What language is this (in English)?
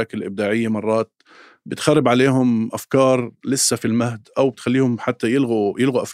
North Levantine Arabic